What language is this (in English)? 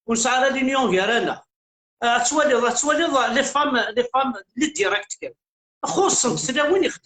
Kabyle